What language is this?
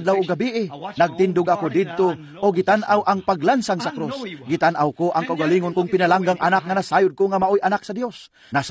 Cebuano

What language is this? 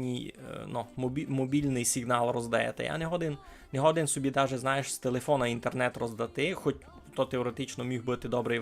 Rusyn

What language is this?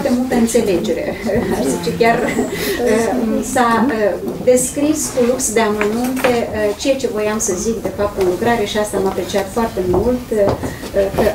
Romanian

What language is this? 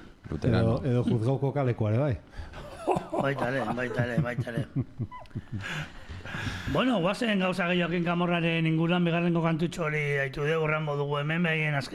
Basque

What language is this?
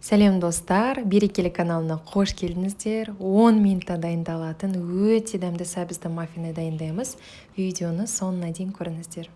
Kazakh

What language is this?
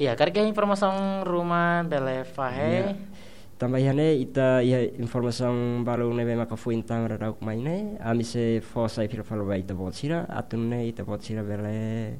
Tetum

